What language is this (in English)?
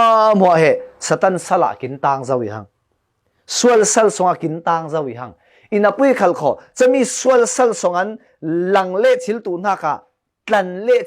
Falam Chin